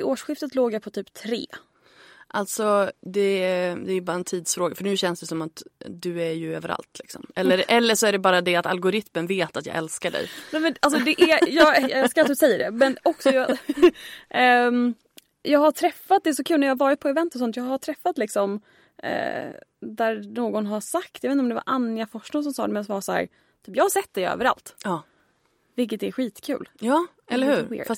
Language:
Swedish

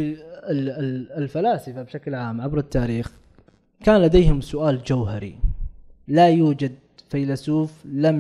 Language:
Arabic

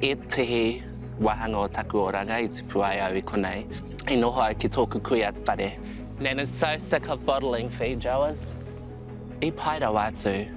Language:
Māori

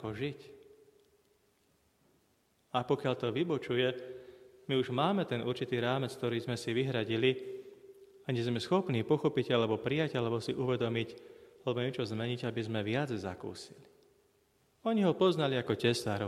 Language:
Slovak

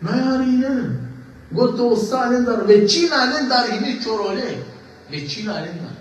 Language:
Balkan Romani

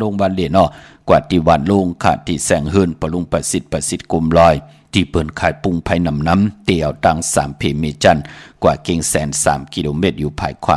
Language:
Shan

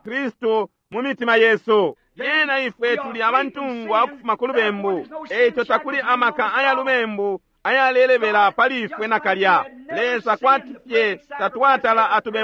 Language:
Bemba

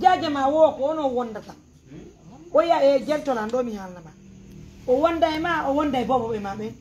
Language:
Pular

